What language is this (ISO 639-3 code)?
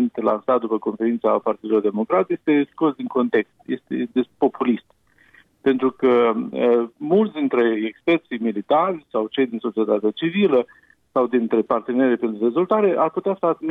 ron